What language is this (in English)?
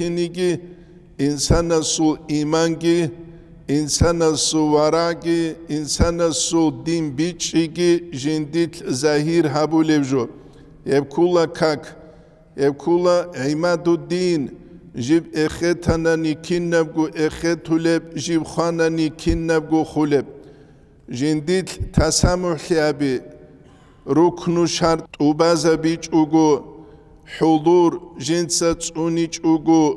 Avaric